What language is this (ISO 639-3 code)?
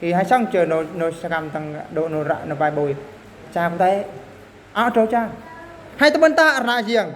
bru